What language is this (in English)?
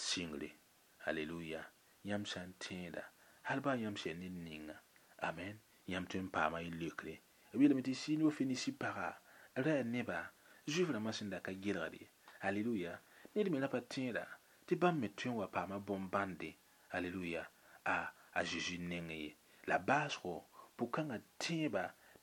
Mossi